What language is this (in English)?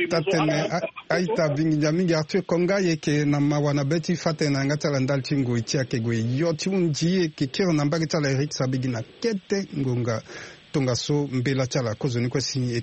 Sango